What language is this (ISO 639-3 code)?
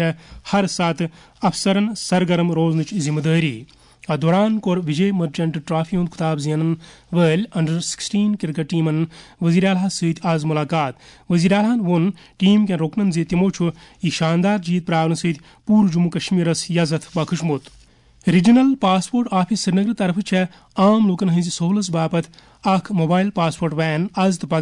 kas